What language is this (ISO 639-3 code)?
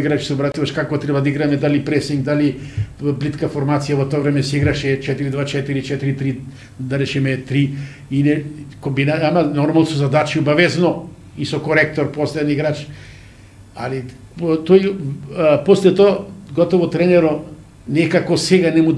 mkd